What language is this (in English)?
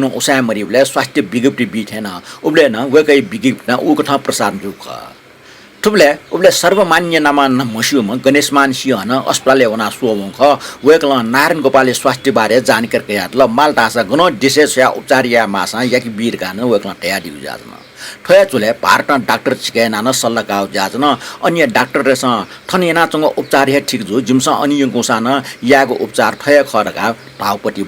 Newari